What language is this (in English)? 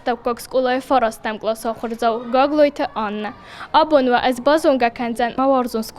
Ossetic